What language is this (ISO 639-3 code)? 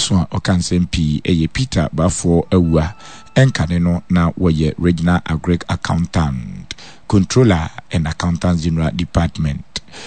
aka